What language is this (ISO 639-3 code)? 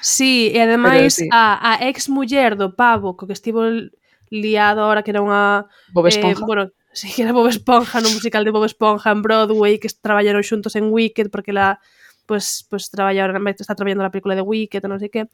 glg